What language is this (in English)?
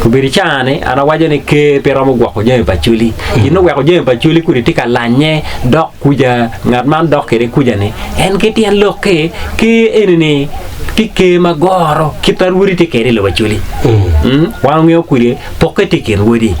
Acoli